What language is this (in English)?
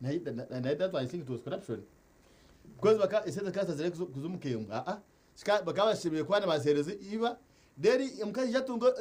Nyankole